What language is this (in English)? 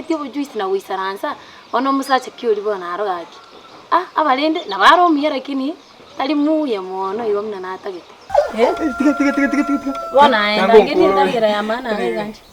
Gusii